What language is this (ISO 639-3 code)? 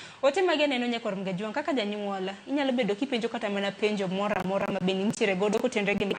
luo